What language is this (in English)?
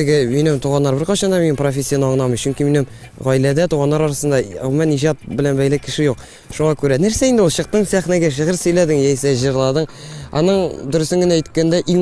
Tatar